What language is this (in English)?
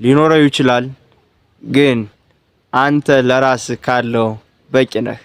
Amharic